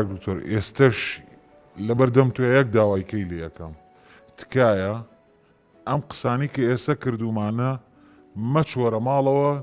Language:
Central Kurdish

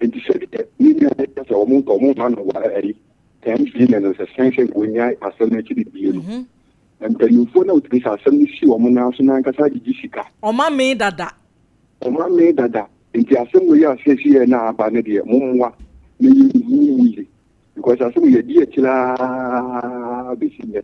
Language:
Akan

